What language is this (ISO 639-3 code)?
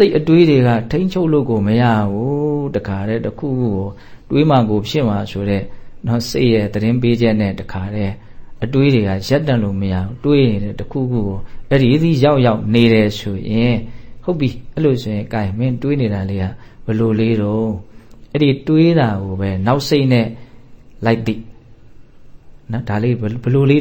mya